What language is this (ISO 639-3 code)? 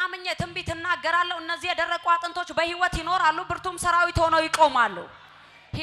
amh